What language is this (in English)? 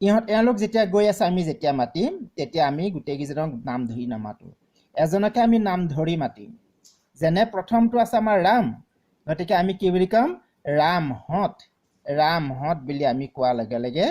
Assamese